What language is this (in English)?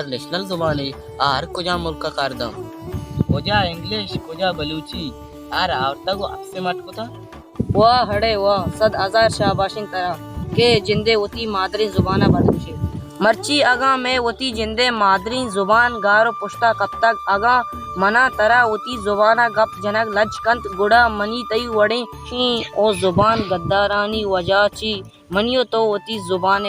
Baluchi